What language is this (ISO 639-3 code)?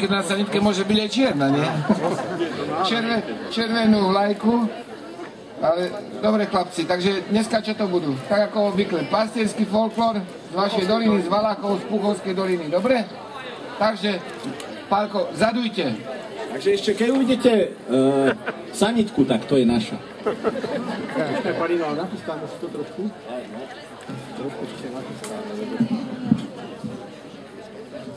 slk